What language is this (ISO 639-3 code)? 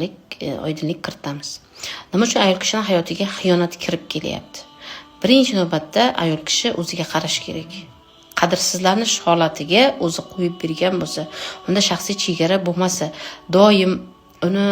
uzb